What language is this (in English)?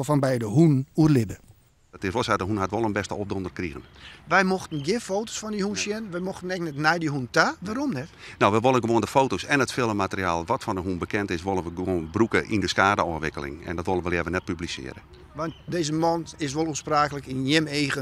Western Frisian